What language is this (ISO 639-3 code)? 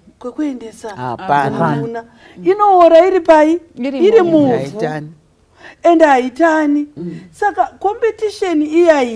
sna